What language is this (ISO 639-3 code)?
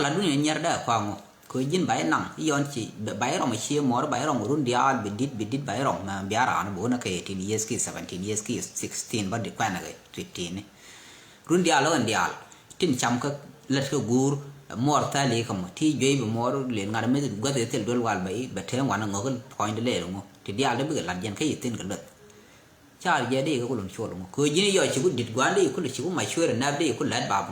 nus